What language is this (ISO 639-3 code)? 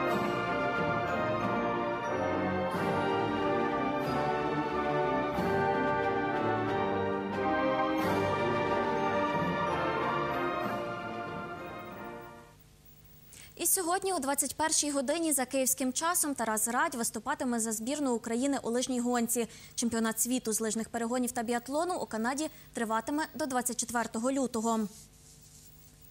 ukr